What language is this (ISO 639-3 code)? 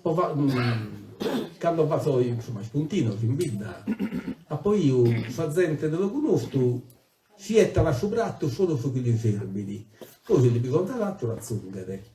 srd